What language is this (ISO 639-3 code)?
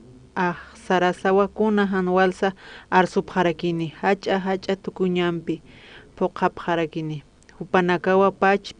aym